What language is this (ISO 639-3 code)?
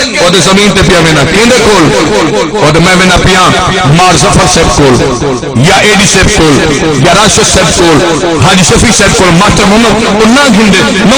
skr